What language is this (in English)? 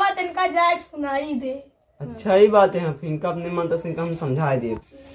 Awadhi